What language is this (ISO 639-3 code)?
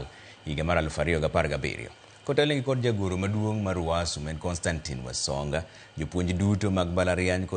luo